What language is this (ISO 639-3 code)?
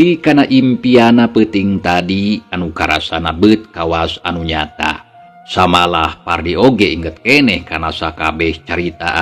sun